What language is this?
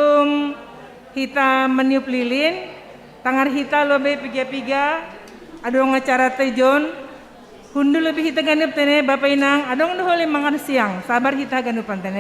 Batak Simalungun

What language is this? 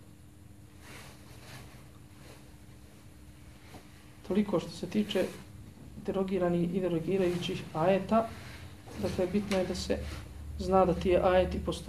Bosnian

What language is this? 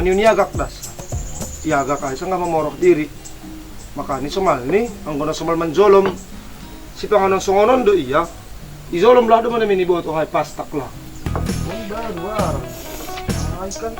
Batak Simalungun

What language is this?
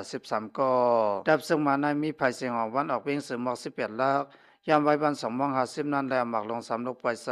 Shan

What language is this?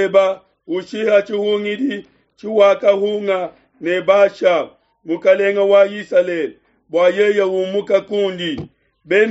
Luba-Lulua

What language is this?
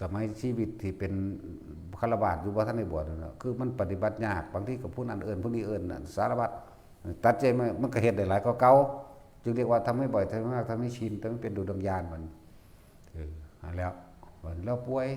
Northeastern Thai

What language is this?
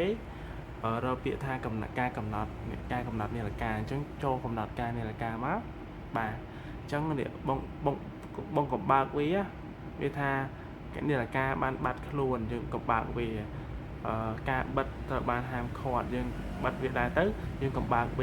Khmer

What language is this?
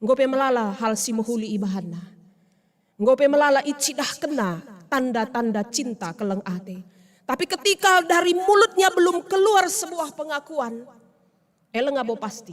Batak Karo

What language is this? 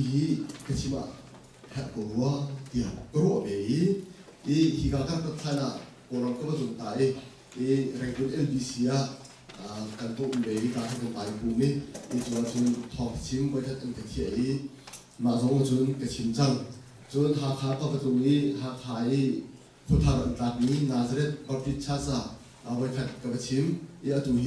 Hakha Chin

